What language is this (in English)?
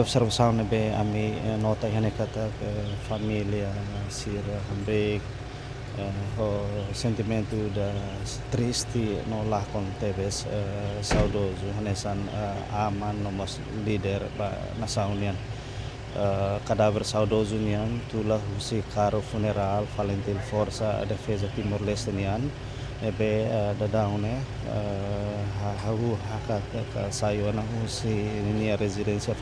Tetum